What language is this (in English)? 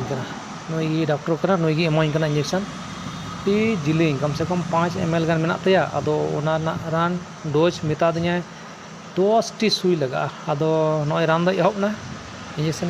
Santali